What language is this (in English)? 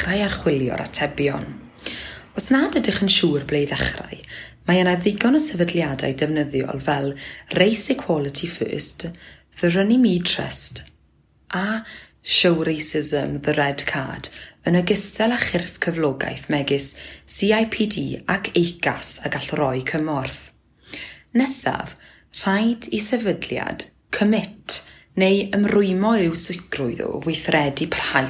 Welsh